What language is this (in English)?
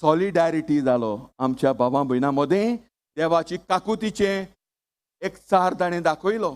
Konkani